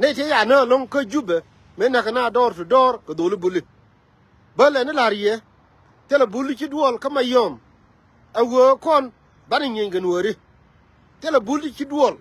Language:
Nuer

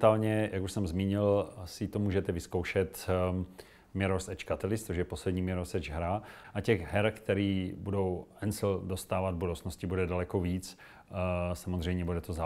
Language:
Czech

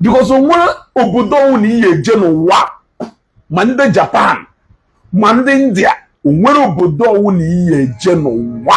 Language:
Igbo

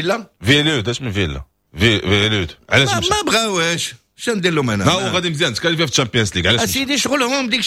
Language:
Moroccan Arabic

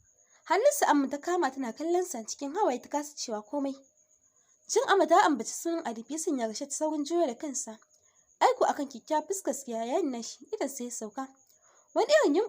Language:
Hausa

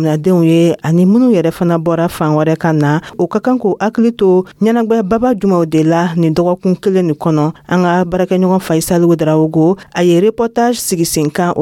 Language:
Dyula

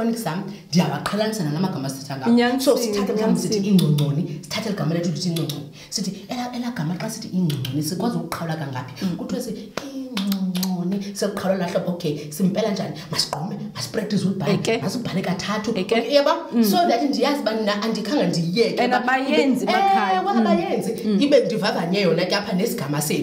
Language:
Xhosa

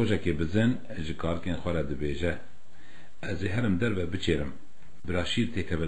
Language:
Kurdish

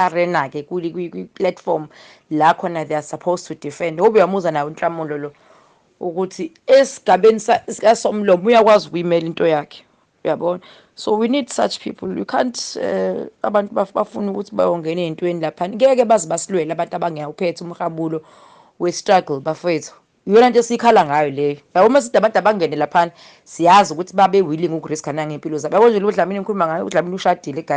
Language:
Zulu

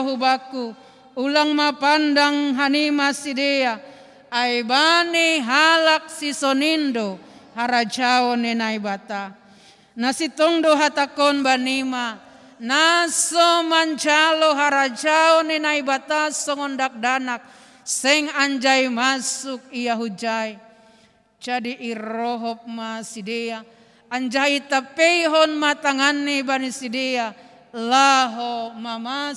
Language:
Batak Simalungun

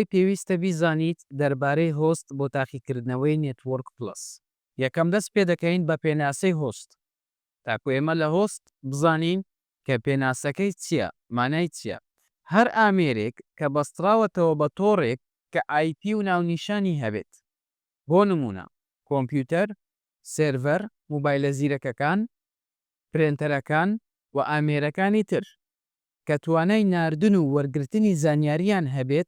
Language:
Central Kurdish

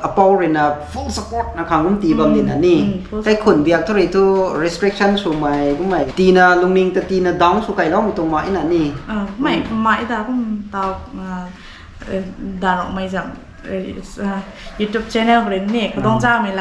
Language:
Rongmei Naga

